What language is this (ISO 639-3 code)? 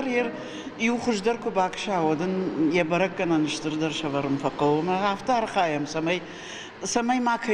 oss